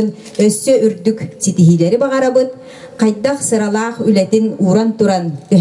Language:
Yakut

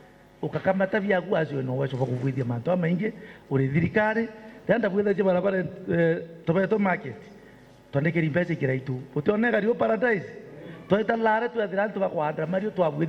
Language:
Meru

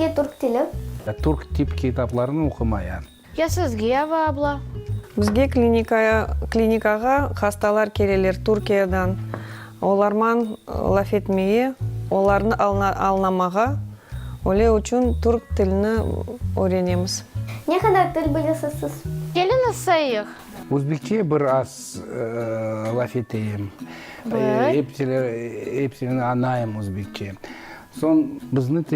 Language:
Crimean Tatar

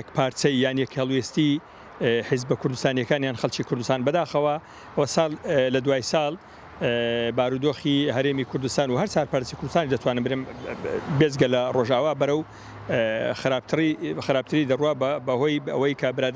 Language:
Central Kurdish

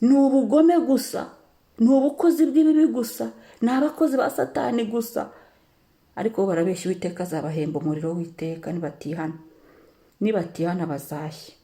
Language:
Kinyarwanda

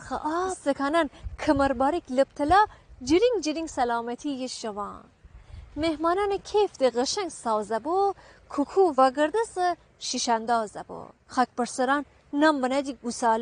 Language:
Gilaki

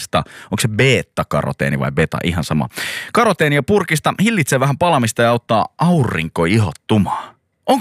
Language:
Finnish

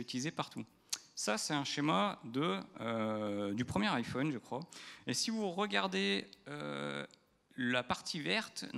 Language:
French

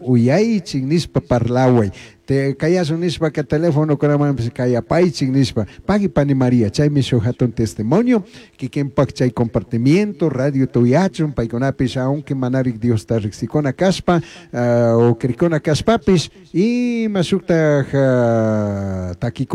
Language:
Chimborazo Highland Quichua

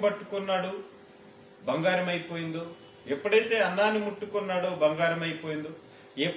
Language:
Telugu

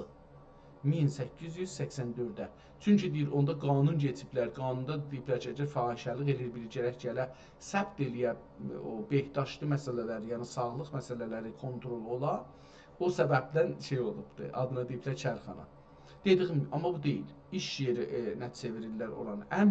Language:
South Azerbaijani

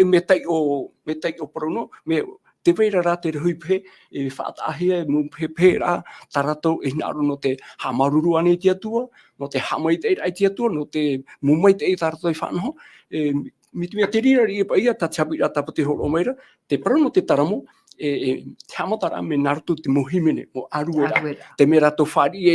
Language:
Tahitian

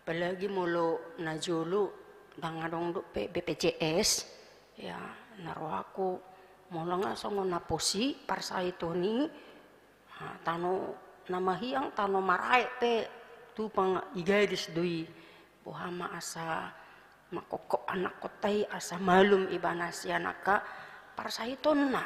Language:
Batak Toba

